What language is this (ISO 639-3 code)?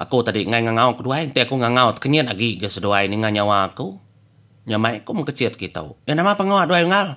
iba